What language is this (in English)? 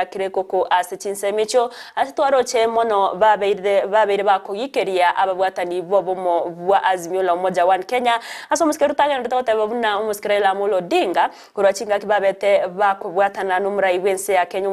Gusii